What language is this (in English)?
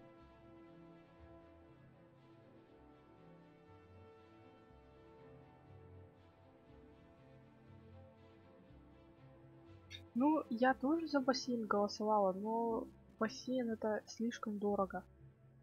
Russian